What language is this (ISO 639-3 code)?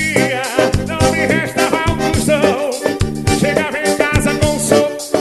por